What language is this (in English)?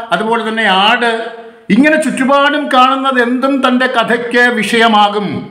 Malayalam